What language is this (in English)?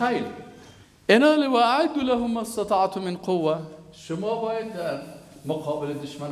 Persian